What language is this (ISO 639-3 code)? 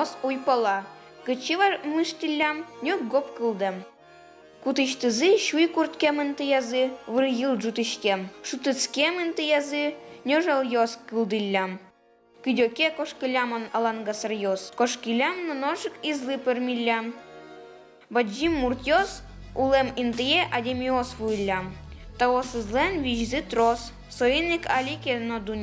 udm